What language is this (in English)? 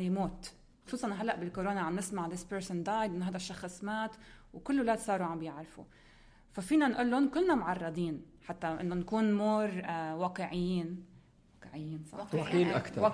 North Levantine Arabic